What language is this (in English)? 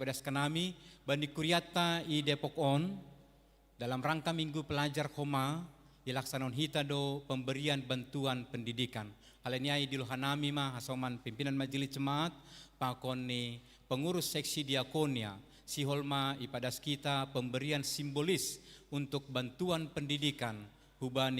Batak Simalungun